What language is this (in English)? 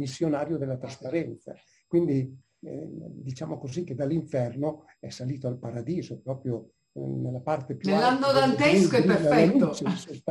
Italian